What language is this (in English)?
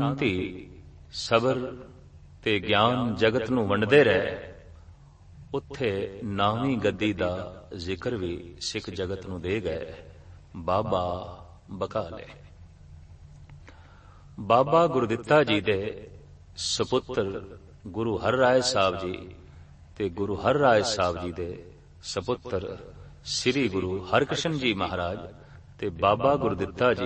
Punjabi